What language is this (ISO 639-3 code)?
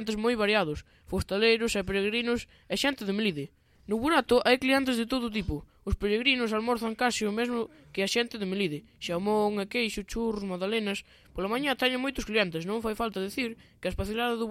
glg